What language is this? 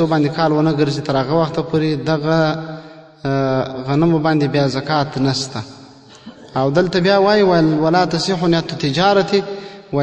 Pashto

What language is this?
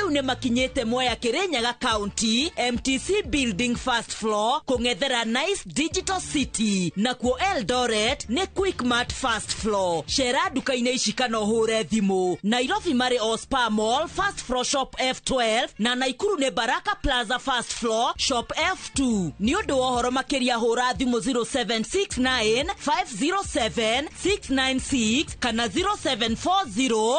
Kikuyu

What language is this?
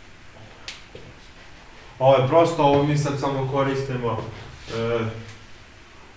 Serbian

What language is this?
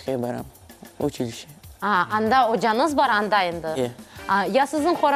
Crimean Tatar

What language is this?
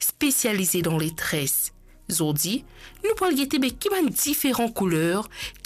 Morisyen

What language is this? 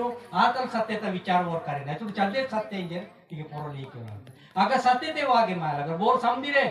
Aheri Gondi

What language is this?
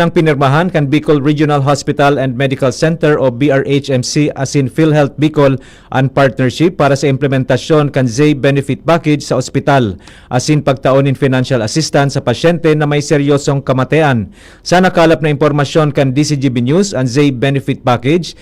Bikol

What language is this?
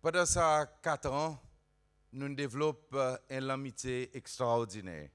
Seselwa Creole French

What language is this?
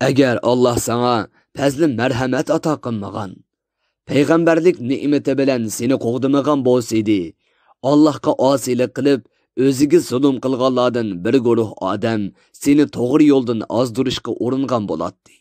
Uyghur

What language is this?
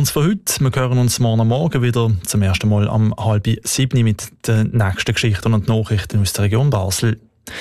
German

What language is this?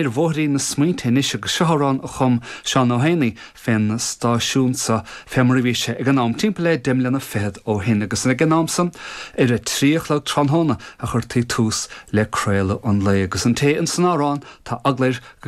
Irish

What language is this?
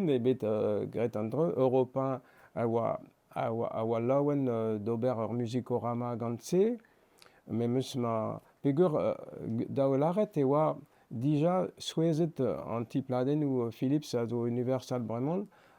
Breton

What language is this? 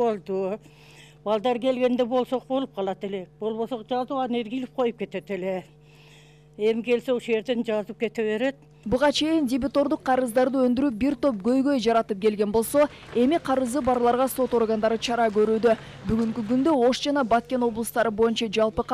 Kyrgyz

